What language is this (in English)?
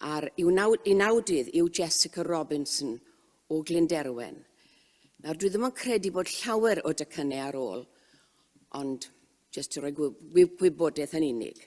Welsh